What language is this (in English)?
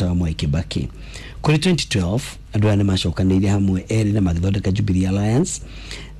Kikuyu